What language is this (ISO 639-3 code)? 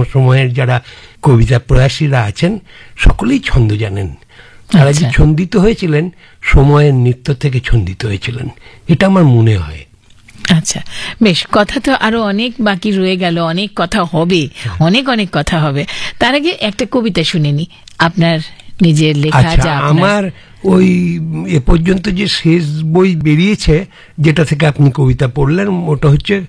ben